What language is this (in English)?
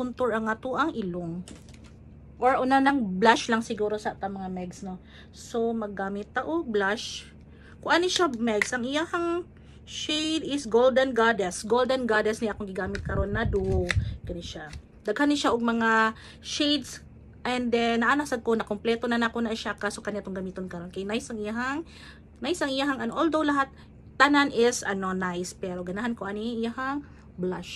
Cebuano